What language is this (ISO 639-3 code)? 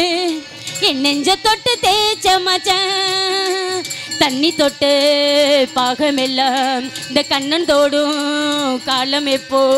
tam